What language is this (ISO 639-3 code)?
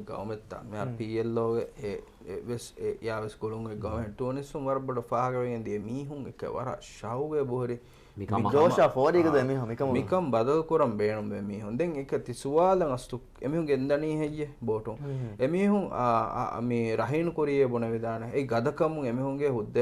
div